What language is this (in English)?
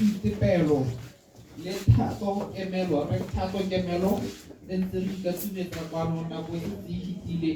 Tswana